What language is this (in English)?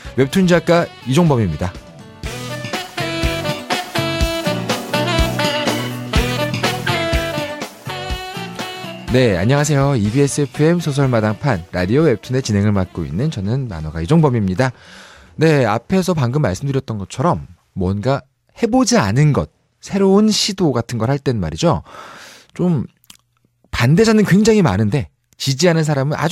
Korean